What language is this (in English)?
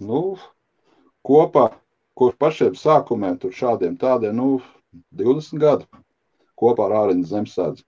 Latvian